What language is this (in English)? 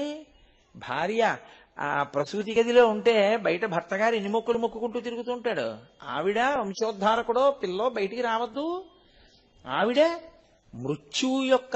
Telugu